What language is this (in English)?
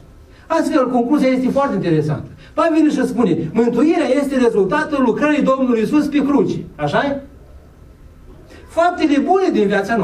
Romanian